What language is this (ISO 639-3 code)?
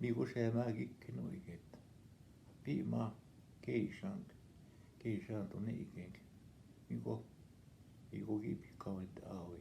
ojb